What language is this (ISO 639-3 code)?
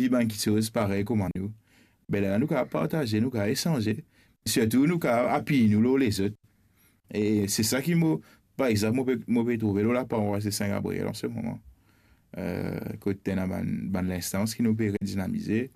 mfe